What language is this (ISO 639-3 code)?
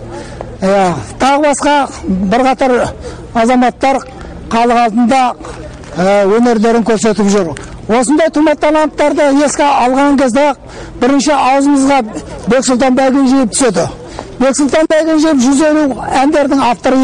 kaz